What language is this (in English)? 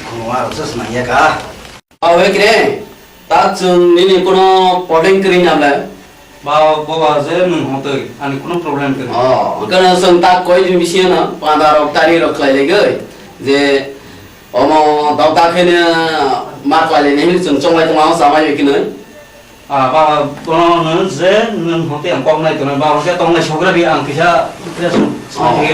Kok Borok